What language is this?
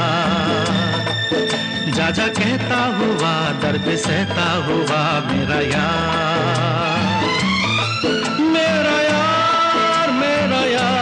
Hindi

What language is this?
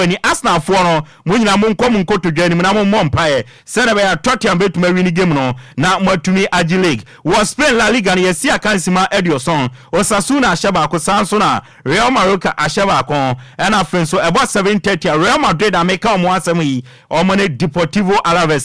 Akan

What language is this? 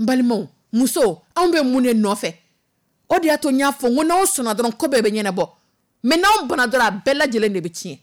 Dyula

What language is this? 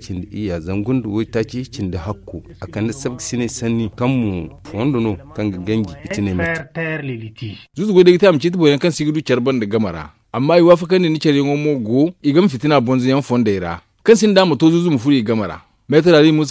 Zarma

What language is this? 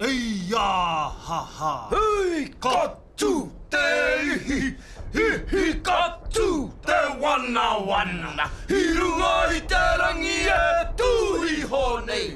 Māori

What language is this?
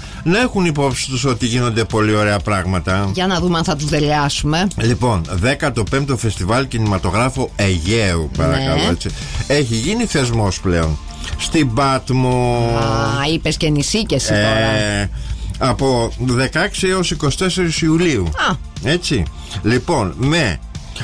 Greek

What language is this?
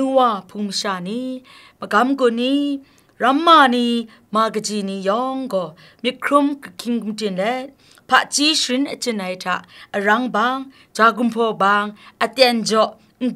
Kachin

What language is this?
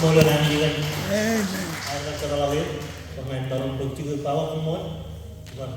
Marshallese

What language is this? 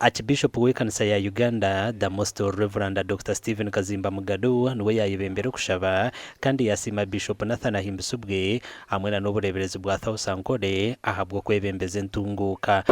Nyankole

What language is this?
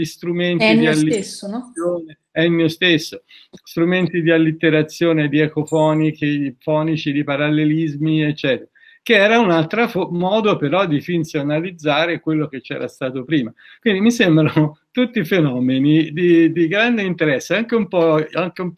Italian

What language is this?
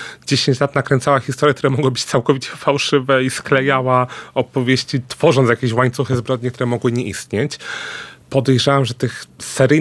Polish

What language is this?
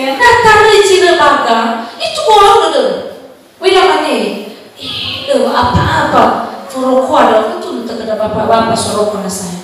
Nias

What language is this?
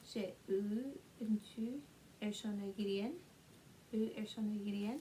Scottish Gaelic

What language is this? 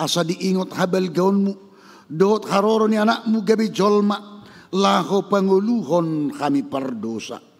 Batak Toba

